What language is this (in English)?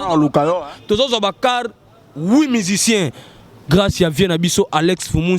Lingala